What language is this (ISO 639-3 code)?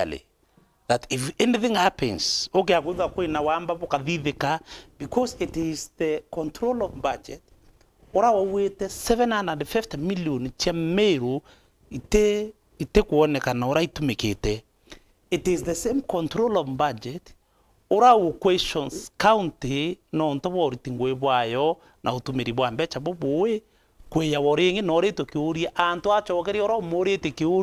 mer